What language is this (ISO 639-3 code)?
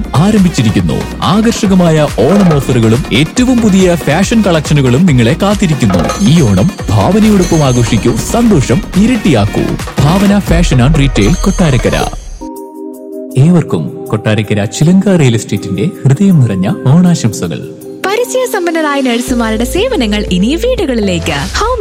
mal